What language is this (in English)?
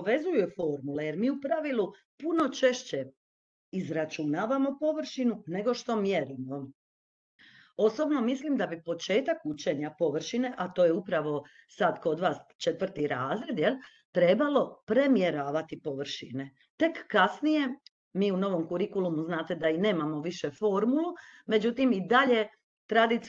Croatian